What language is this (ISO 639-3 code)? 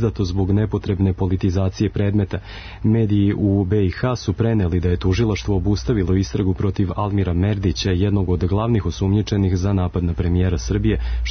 srp